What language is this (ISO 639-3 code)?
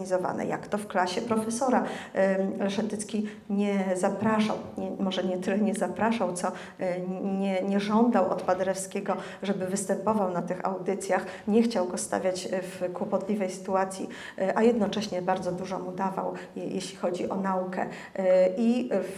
pol